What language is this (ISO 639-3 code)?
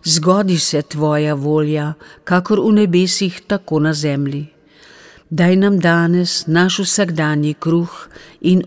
slv